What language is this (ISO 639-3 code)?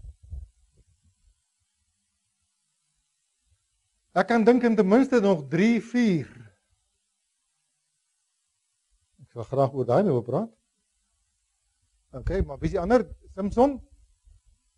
afr